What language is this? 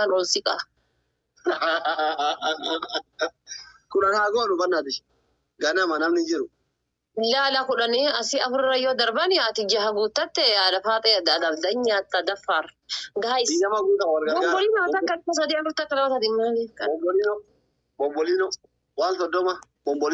Oromo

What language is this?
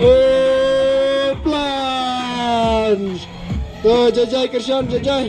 Khasi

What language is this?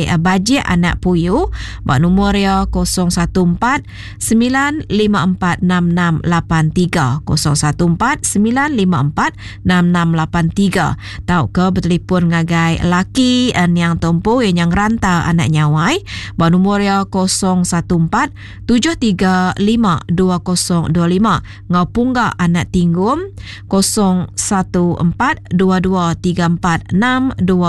Iban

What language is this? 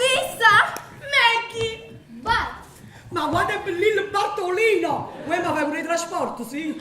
Neapolitan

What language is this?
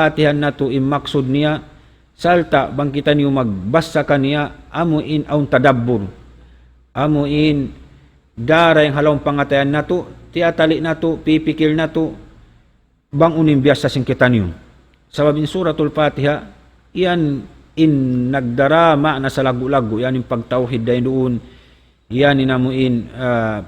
Tausug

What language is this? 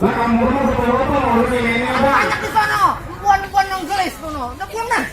Betawi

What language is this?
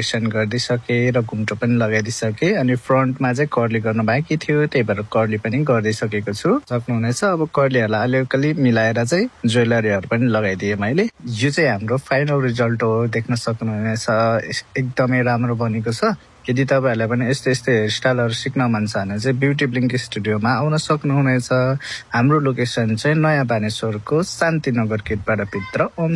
Nepali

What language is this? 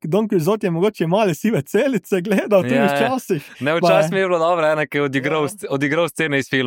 Slovenian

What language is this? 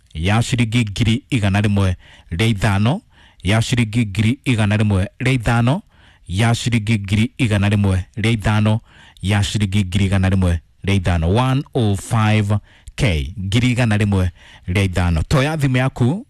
Kikuyu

